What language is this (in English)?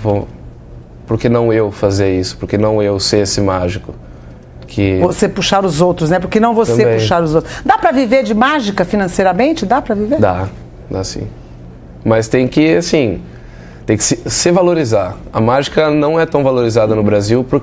Portuguese